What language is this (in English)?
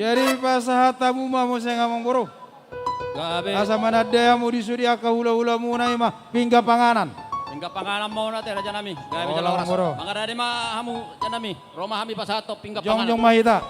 Batak Toba